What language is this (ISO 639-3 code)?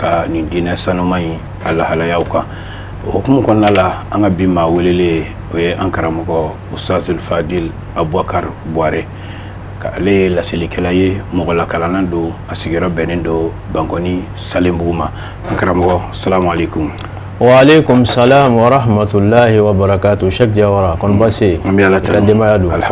bam